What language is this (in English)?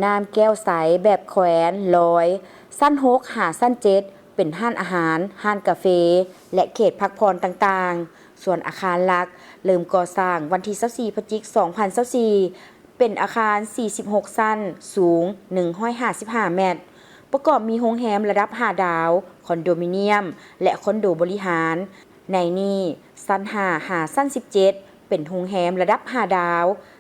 Lao